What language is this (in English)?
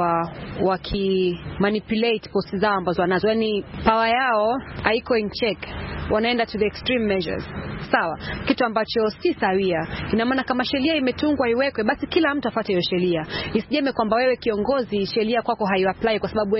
Swahili